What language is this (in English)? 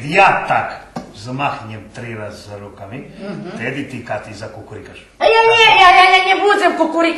Rusyn